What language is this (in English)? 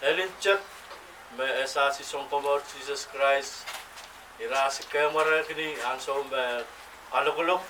Pohnpeian